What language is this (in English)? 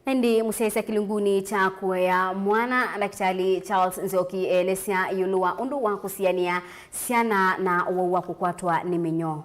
Kamba